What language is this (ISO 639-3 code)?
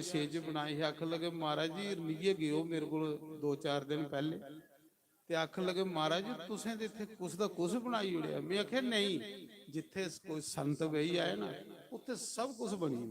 doi